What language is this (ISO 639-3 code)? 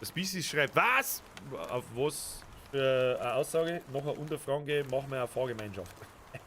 bar